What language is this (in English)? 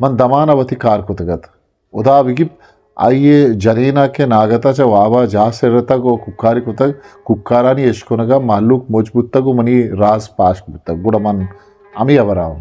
Eastern Balochi